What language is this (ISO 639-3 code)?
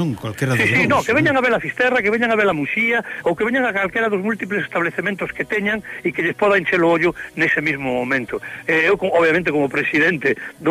glg